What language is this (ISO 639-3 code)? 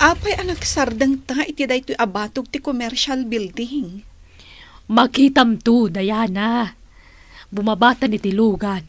ilo